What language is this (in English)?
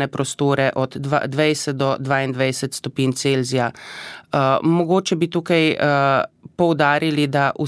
Slovenian